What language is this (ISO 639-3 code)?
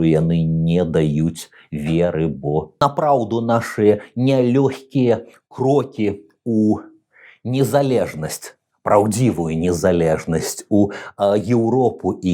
bel